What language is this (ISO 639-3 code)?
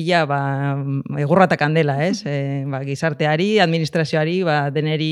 eus